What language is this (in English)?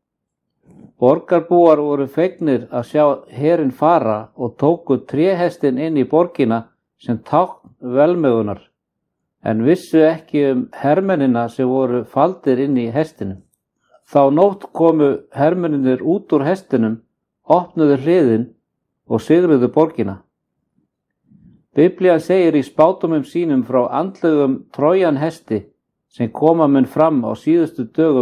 Icelandic